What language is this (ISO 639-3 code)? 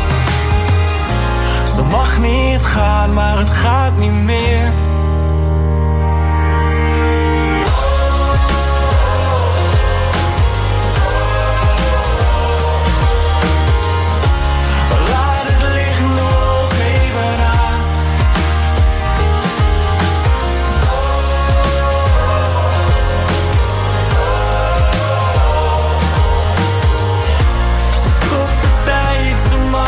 nld